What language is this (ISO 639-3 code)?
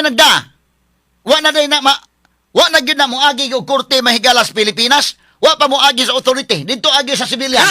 ceb